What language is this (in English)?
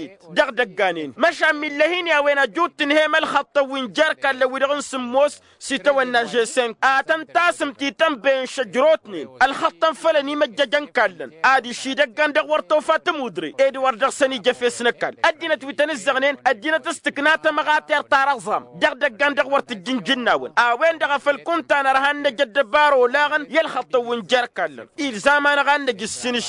Tamasheq